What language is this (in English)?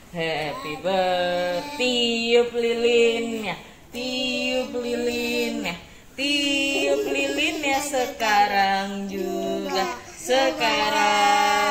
Indonesian